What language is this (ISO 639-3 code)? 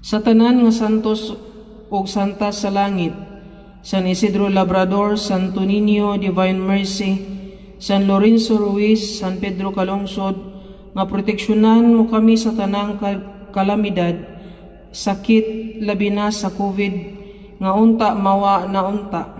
ceb